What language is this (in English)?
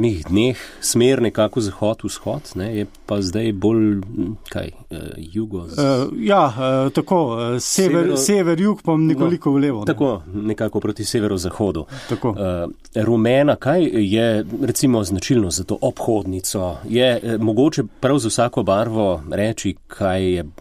Slovenian